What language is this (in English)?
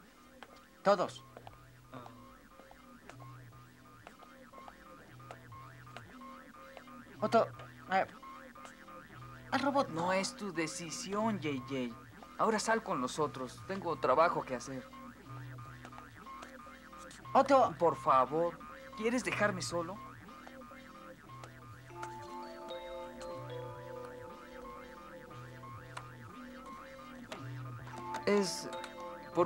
Spanish